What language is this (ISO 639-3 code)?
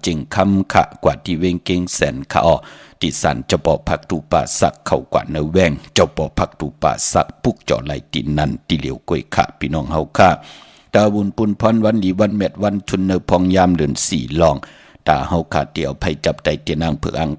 shn